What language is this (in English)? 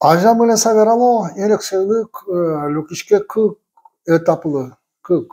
Udmurt